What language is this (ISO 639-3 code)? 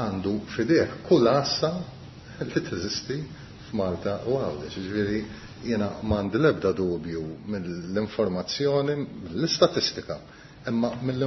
mlt